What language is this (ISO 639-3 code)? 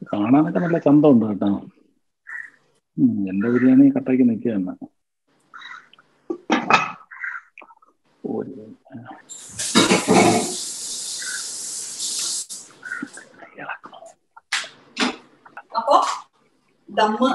mal